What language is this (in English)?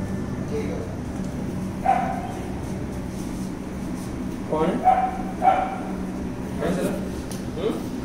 Hindi